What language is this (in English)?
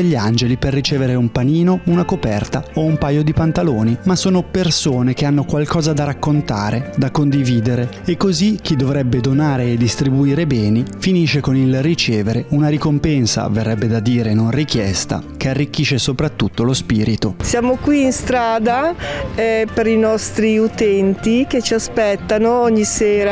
Italian